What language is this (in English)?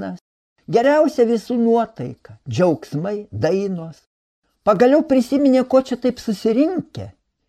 Lithuanian